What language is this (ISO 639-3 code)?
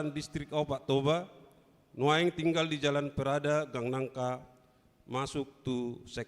bbc